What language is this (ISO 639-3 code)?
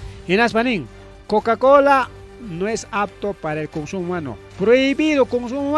quy